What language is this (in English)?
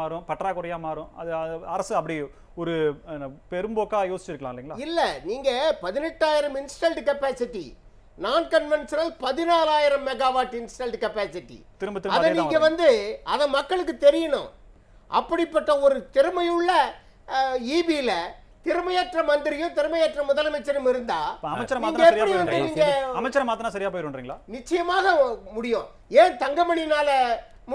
Tamil